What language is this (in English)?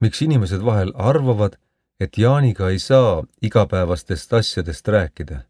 Estonian